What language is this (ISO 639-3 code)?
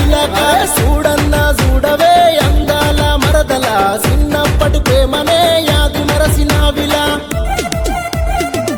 tel